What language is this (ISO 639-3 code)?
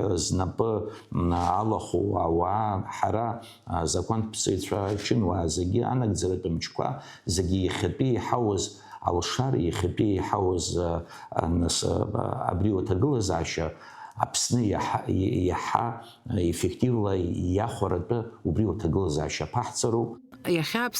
abk